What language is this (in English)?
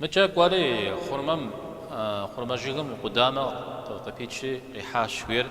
Kabardian